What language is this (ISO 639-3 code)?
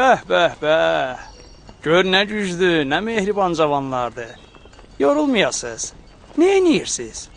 aze